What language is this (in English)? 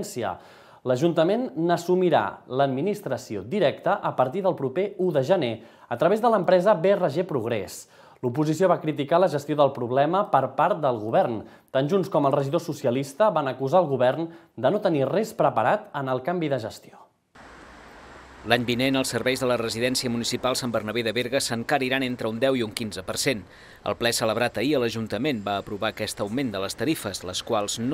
Catalan